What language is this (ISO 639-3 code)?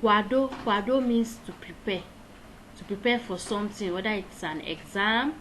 ibo